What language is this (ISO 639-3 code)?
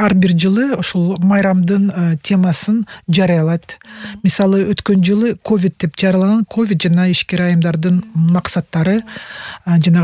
kir